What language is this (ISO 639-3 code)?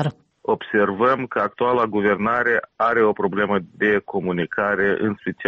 ron